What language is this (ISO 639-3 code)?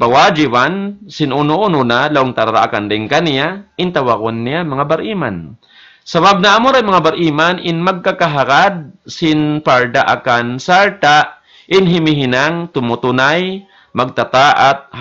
tsg